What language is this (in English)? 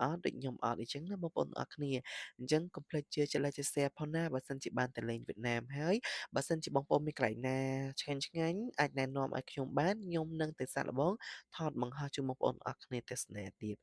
Khmer